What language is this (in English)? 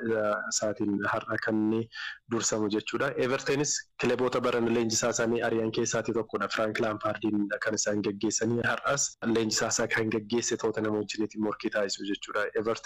Oromo